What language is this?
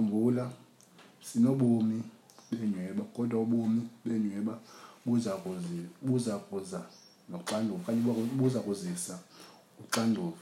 Xhosa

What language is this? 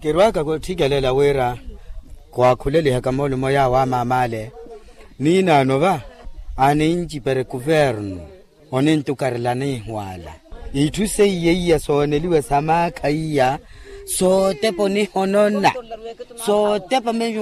Makhuwa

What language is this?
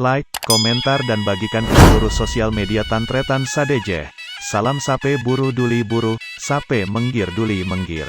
Madurese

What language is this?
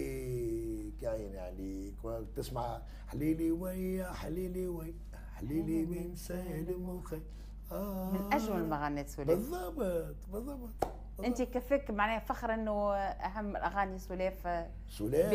Tunisian Arabic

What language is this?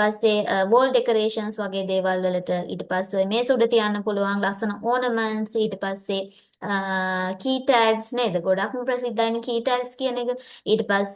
Sinhala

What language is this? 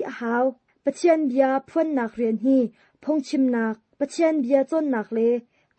Hakha Chin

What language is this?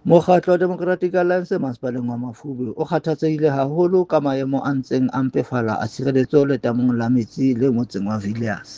Southern Sotho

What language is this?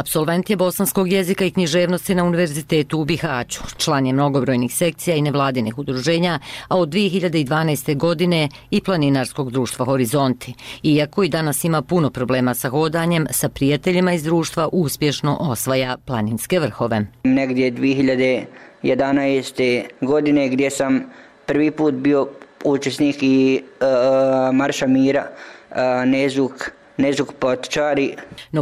Bosnian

